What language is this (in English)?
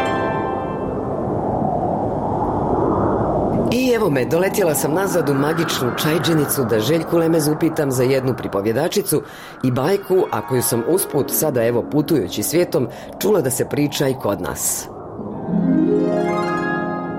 Bosnian